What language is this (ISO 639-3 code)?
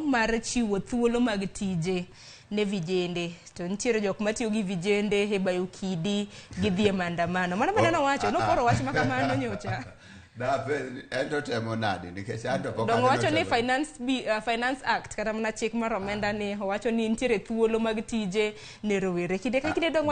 luo